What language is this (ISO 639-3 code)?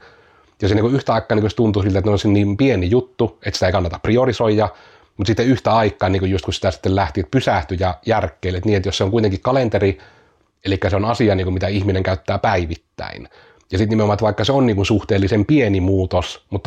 fin